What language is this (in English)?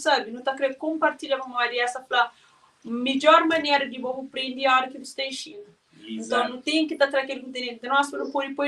Kabuverdianu